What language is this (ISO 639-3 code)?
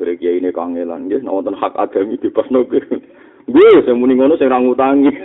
jav